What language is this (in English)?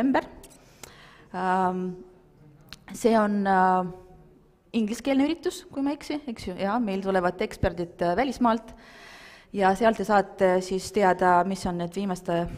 Estonian